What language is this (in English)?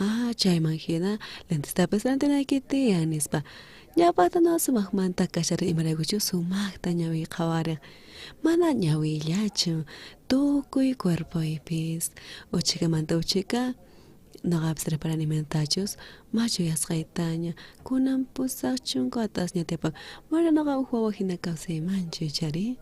South Bolivian Quechua